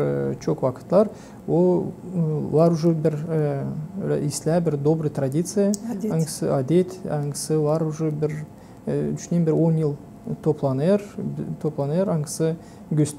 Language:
Gagauz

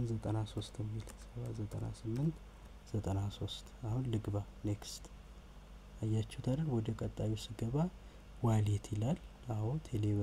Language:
Amharic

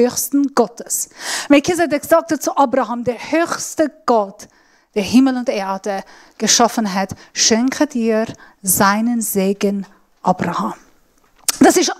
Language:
Swiss German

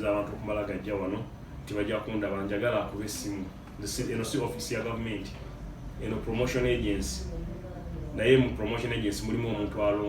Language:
Ganda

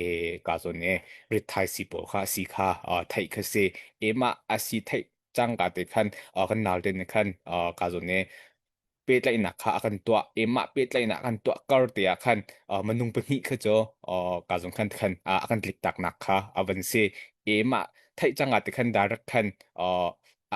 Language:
Hakha Chin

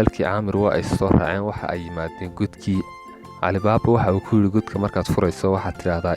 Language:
Somali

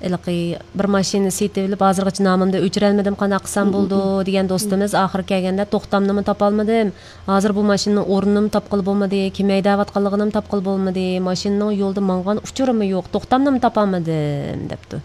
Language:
Uyghur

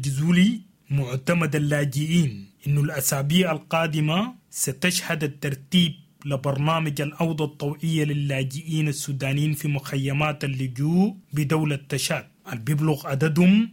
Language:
Sudanese Arabic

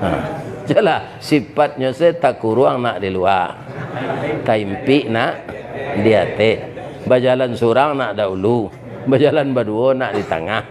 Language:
Minangkabau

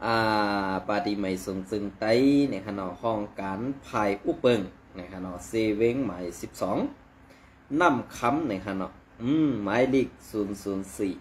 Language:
Shan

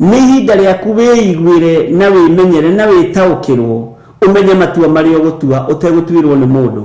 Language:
Kikuyu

